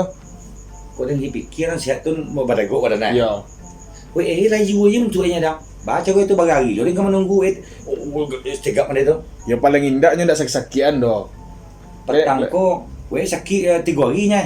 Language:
Minangkabau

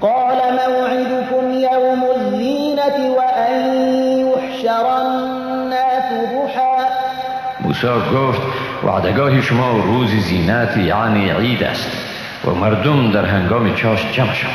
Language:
Persian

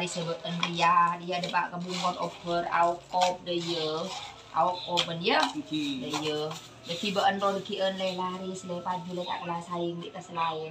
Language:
Madurese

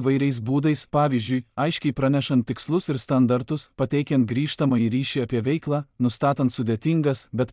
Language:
Lithuanian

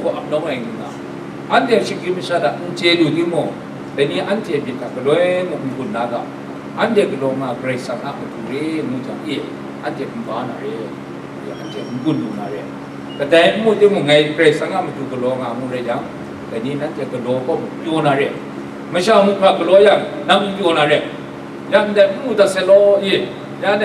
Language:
Kachin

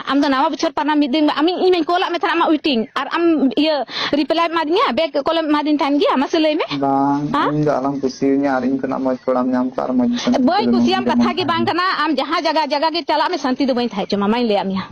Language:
Santali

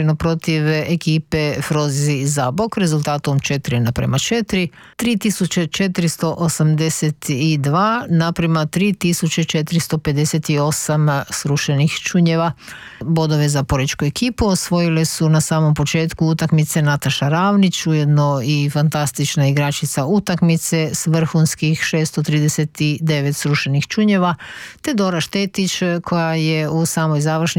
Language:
Croatian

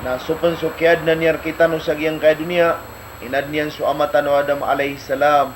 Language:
Maranao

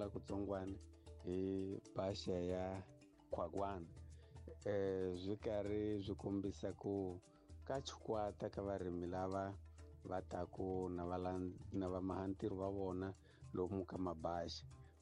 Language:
Tsonga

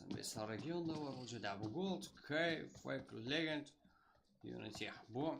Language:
Kara-Kalpak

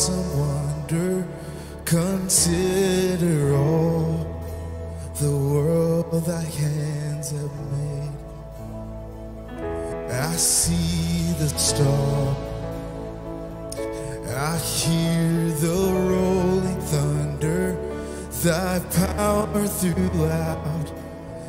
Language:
English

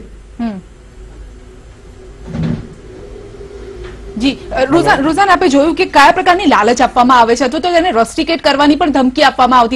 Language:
Gujarati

